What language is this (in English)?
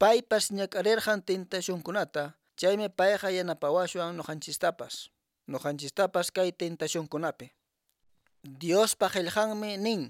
Quechua